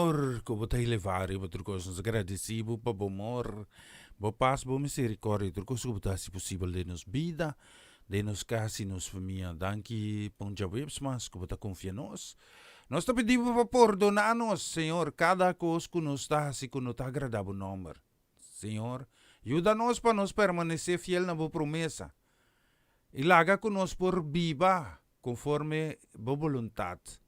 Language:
Papiamento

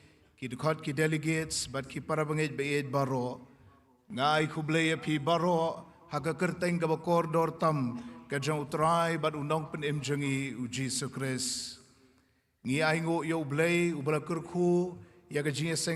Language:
Khasi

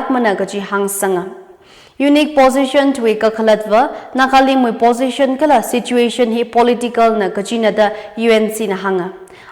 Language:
Tangkhul Naga (India)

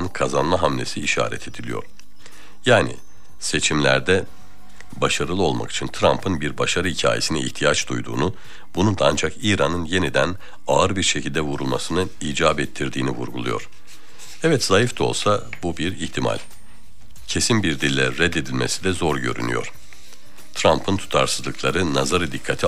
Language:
Turkish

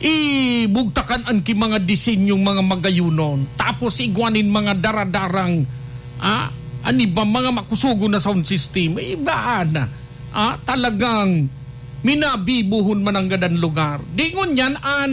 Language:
Bikol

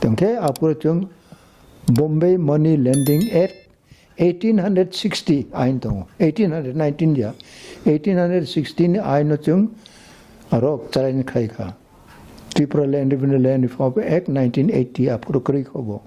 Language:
Kok Borok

